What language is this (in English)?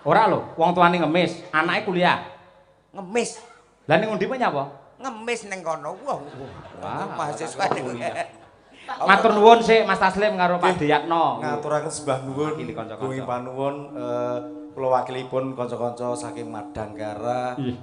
Javanese